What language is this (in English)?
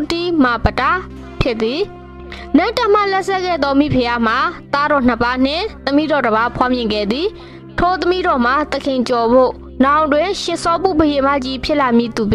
Burmese